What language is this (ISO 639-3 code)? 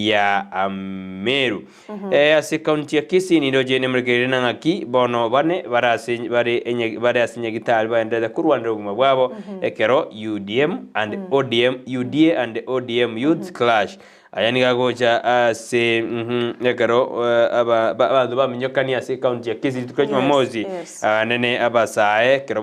guz